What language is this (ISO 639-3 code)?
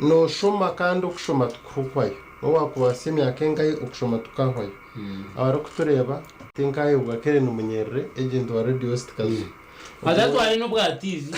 nyn